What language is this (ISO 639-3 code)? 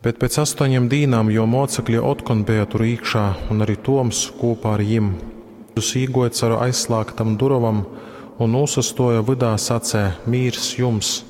ltg